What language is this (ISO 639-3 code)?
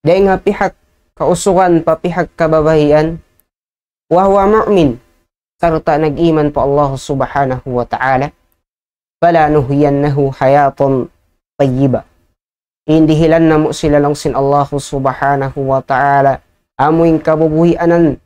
tsg